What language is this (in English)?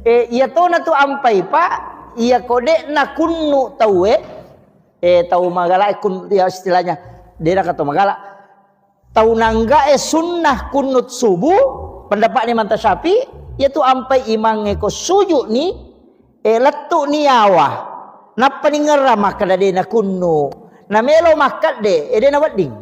Buginese